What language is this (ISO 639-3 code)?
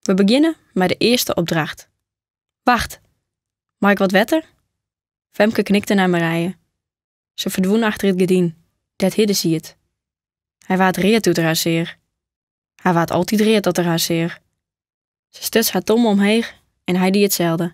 fry